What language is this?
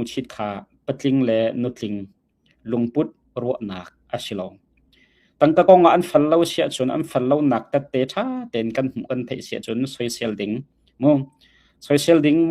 Hakha Chin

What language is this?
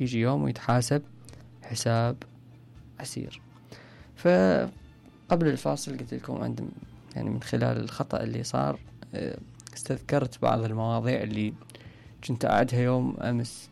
Mesopotamian Arabic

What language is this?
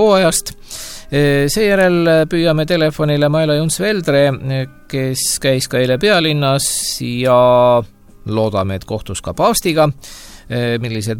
Estonian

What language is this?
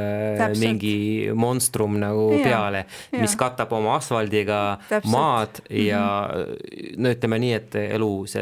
Estonian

